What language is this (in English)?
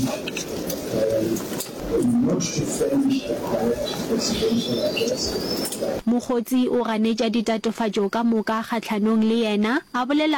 Northern Sotho